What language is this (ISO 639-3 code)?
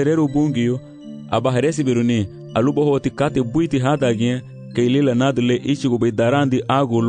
cab